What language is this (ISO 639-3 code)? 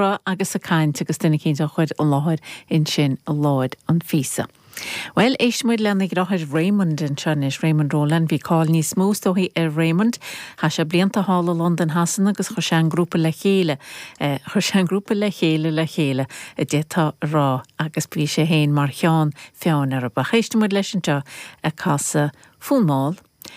gle